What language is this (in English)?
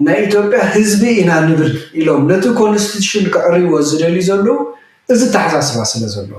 Tigrinya